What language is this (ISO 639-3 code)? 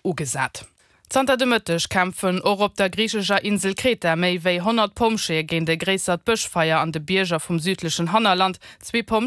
ltz